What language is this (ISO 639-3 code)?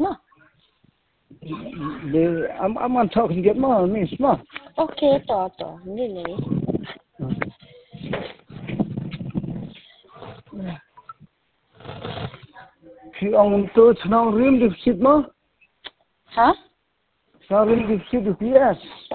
kha